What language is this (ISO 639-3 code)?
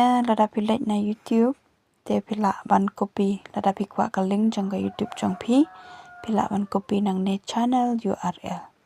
kha